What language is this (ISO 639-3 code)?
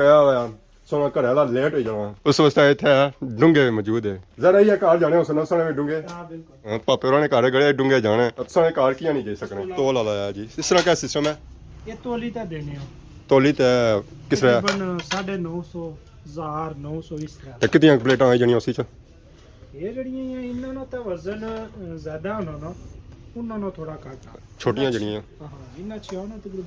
phr